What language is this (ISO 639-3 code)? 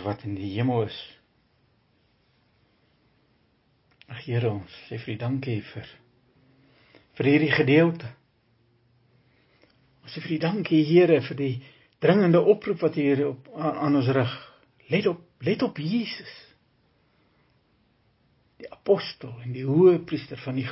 afr